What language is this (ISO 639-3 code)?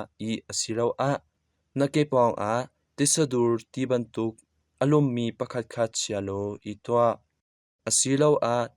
cnh